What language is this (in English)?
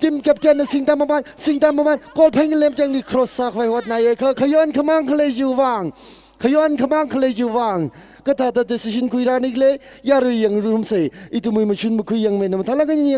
Tangkhul Naga (India)